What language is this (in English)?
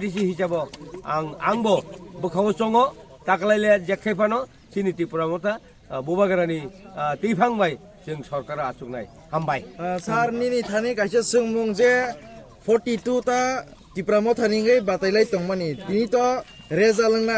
Kok Borok